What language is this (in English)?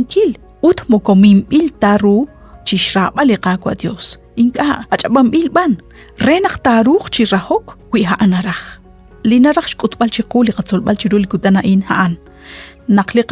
Kekchí